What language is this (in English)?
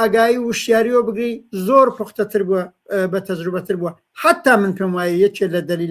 Central Kurdish